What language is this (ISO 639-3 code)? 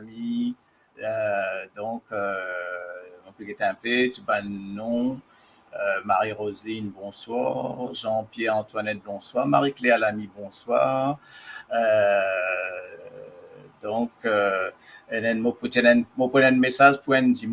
mfe